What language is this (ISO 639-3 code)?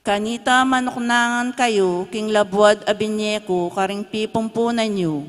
pam